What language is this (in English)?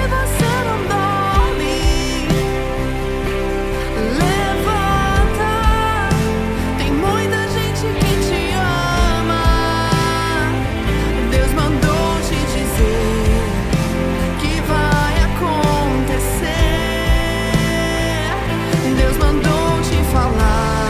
Portuguese